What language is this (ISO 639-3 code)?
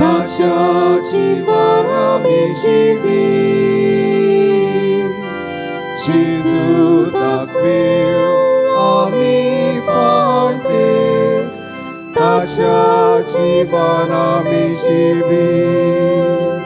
kok